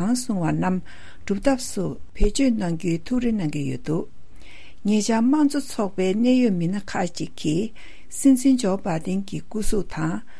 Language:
Tibetan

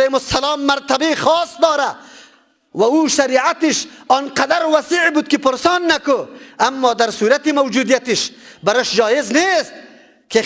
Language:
Persian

